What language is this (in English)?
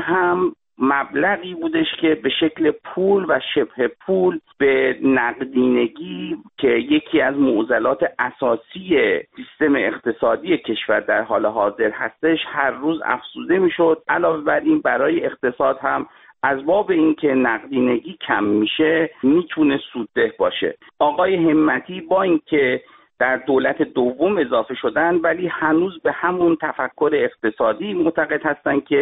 Persian